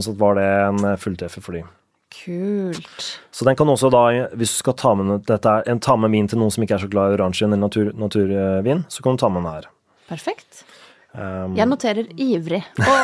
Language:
Norwegian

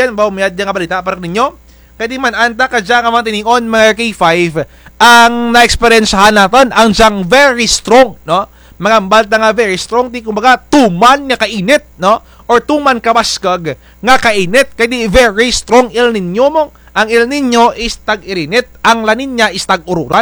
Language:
Kinaray-a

